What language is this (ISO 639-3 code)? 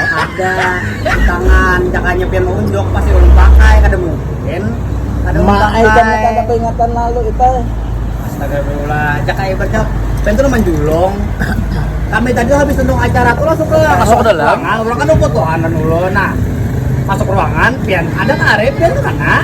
bjn